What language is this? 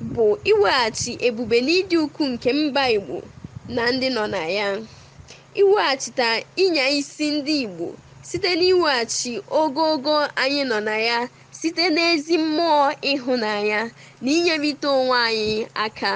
Igbo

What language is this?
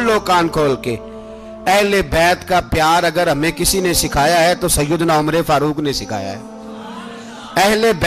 Urdu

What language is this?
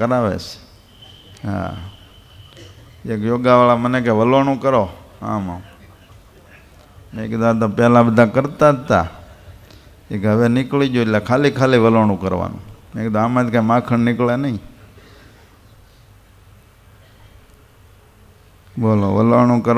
Gujarati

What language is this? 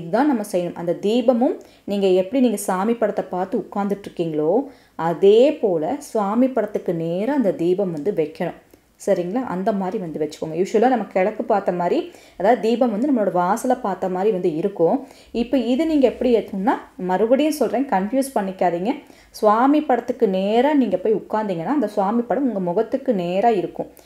Tamil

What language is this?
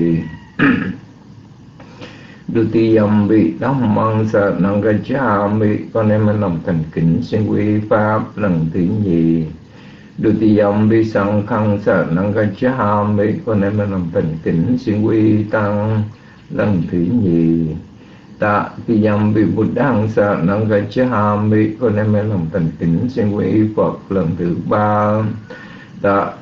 Vietnamese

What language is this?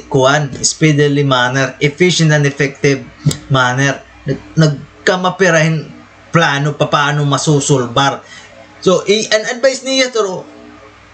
Waray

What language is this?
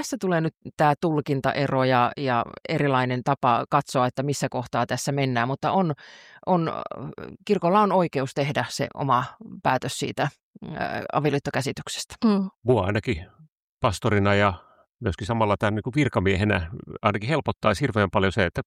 Finnish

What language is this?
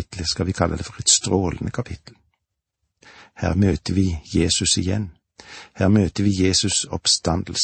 Norwegian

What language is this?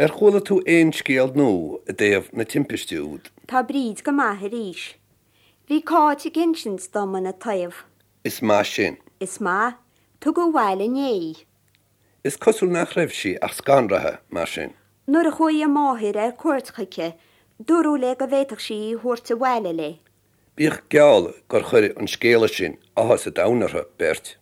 Irish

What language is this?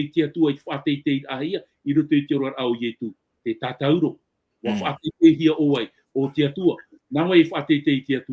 Tahitian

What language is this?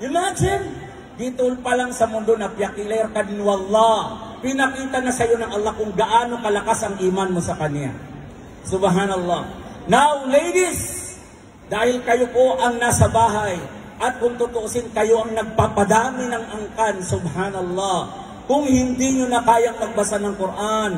Maranao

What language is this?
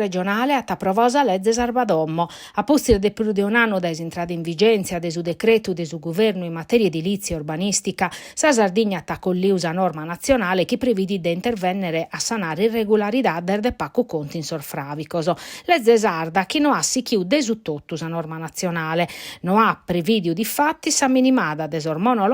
Sardinian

